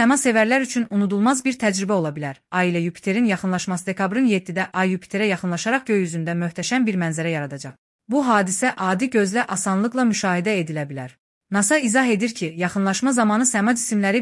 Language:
Azerbaijani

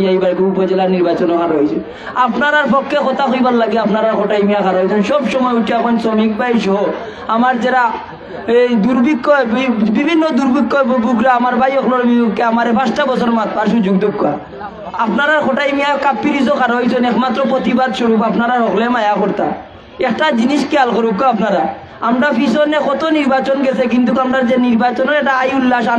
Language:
Sylheti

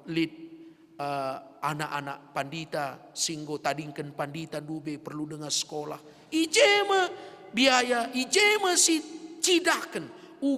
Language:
Batak Karo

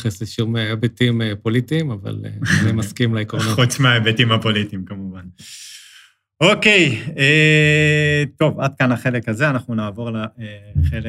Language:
Hebrew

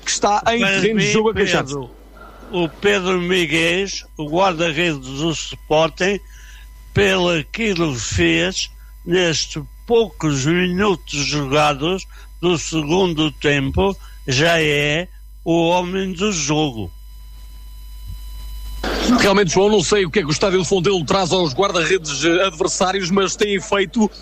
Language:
Portuguese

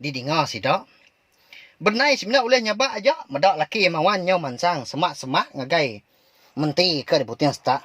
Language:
Iban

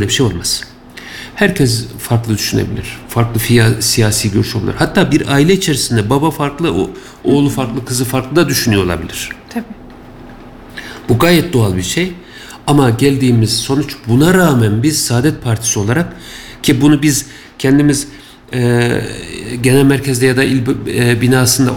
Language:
Turkish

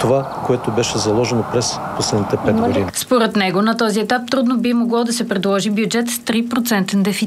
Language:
Bulgarian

